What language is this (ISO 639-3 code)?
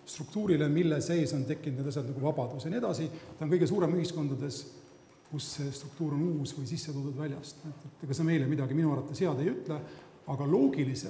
est